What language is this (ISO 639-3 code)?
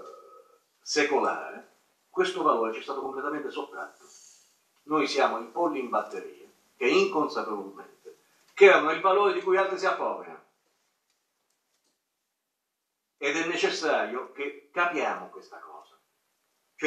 ita